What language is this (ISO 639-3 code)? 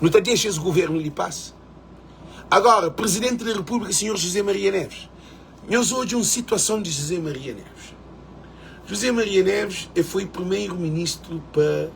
kea